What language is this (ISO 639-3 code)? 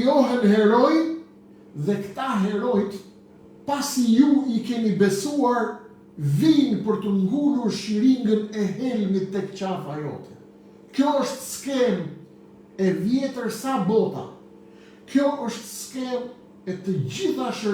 sqi